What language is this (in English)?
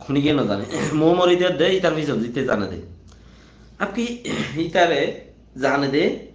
Rohingya